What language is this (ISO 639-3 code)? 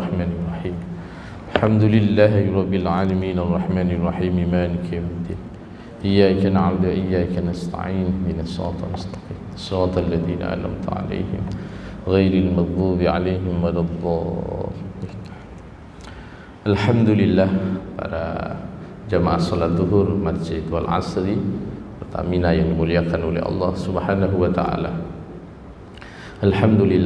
ind